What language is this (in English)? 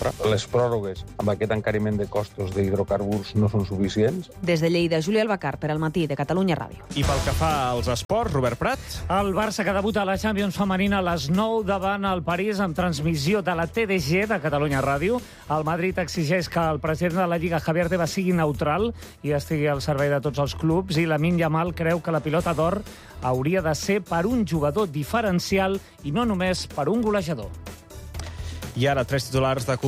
Catalan